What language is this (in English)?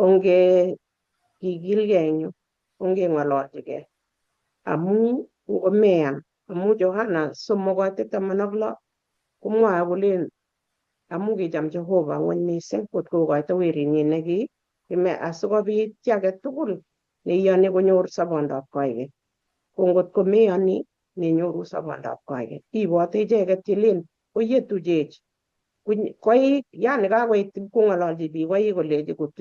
Kalenjin